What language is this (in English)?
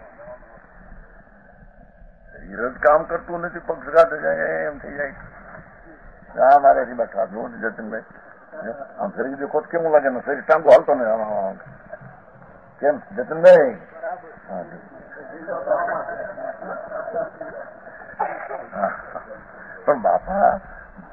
Gujarati